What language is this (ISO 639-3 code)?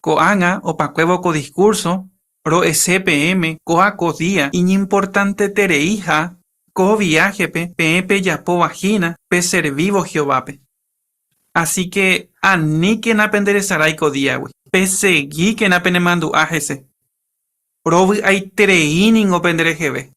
grn